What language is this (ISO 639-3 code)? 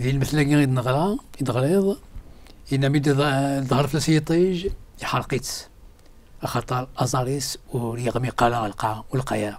kab